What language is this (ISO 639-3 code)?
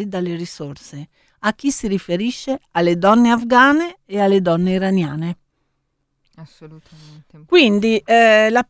ita